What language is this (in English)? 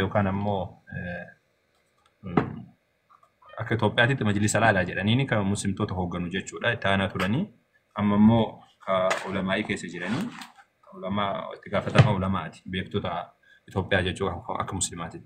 Oromo